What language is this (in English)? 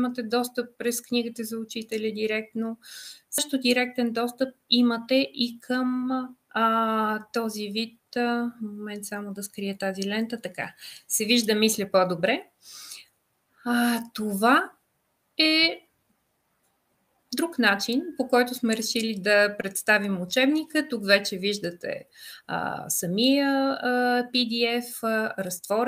Bulgarian